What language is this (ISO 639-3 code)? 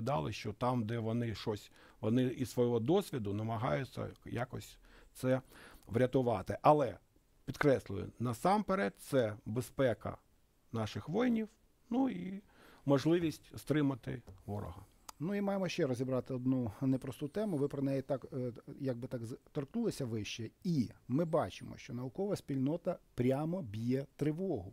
ukr